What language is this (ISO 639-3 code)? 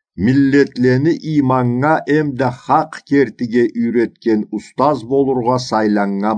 krc